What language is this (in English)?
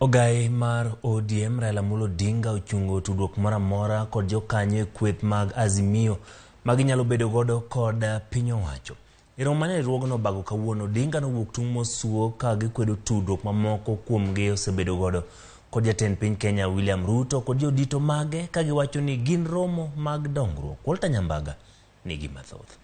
Luo (Kenya and Tanzania)